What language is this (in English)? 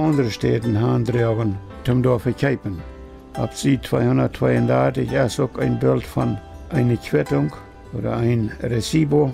Plautdietsch